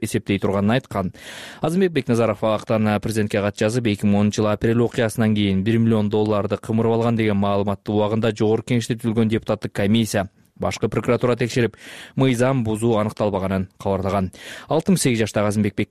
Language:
Kyrgyz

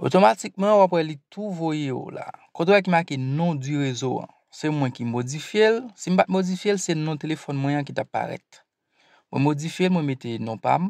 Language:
Haitian Creole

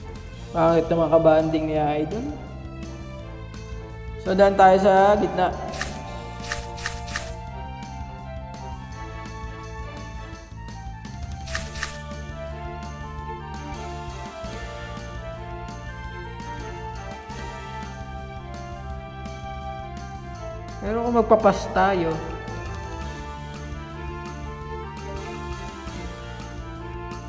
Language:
Filipino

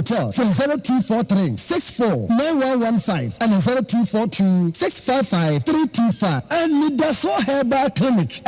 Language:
Akan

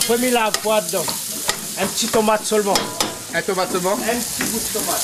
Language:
Réunion Creole French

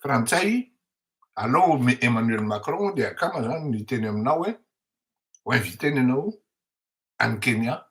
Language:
Malagasy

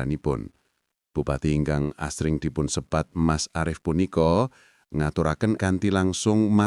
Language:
Javanese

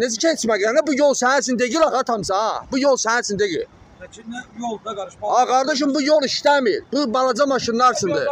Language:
Azerbaijani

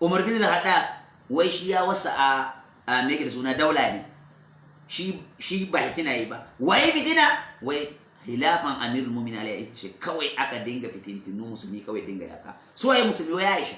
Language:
Hausa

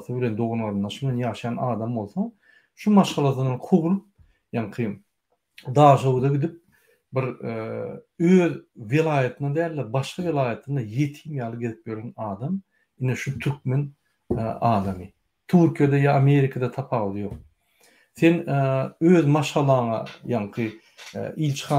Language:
Turkmen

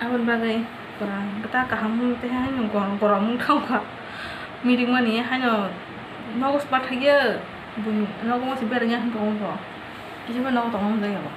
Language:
Kok Borok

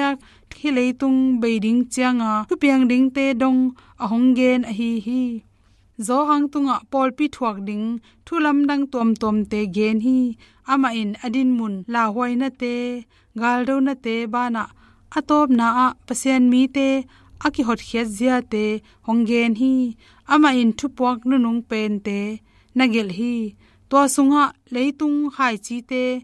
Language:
Tedim Chin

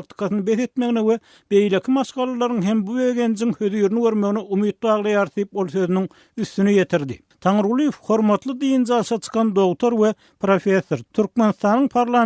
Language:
Turkmen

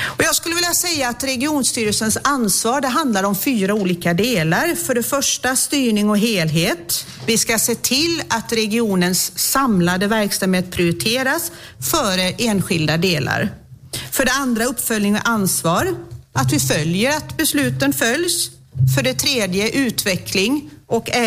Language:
Swedish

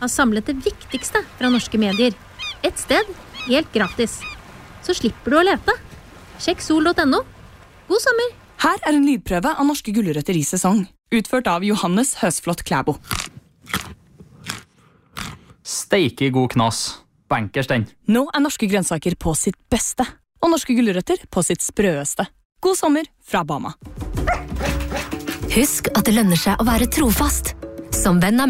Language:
Norwegian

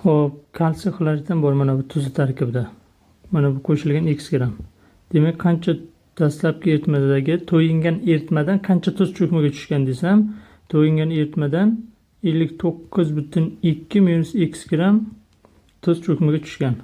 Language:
Uzbek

